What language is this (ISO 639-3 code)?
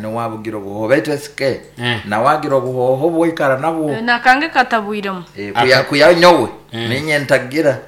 nyn